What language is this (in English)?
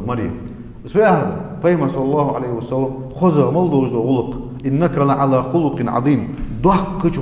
Ingush